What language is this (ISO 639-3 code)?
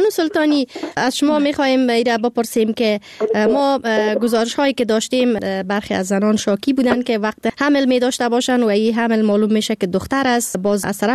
fas